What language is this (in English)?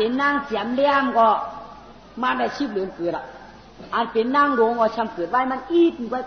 Shan